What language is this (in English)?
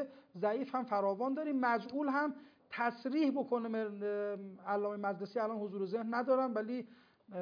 Persian